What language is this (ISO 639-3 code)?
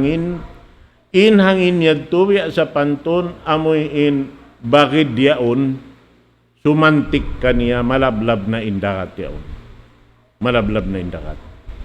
tsg